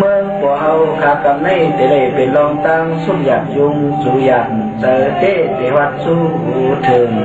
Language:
Shan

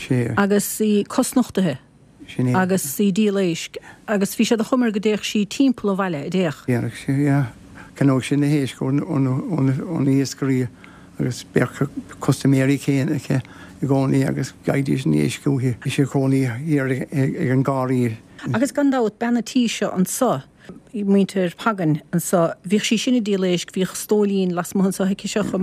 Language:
Irish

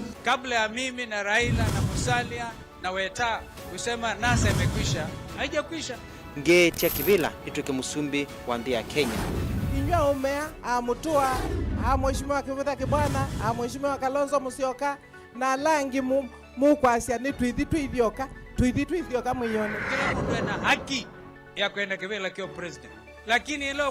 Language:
Kamba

